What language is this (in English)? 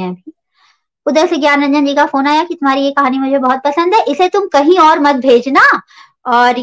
Hindi